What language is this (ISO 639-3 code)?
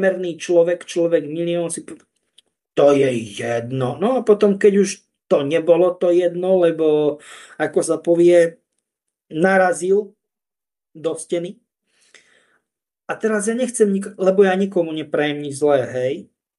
slk